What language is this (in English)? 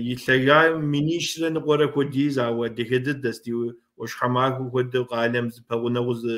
Kabardian